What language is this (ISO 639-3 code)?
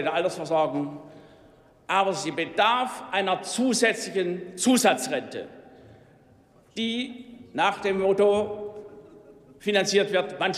deu